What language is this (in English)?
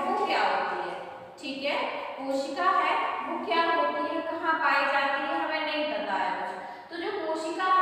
Hindi